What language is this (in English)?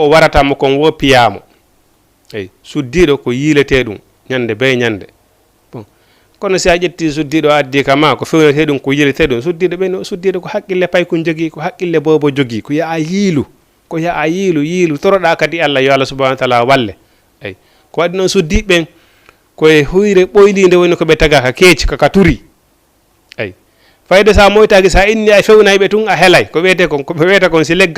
Fula